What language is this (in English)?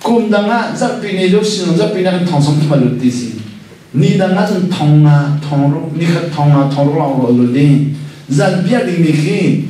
Hakha Chin